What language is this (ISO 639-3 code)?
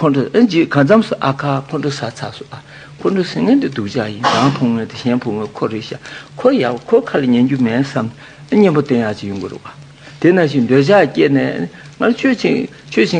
bod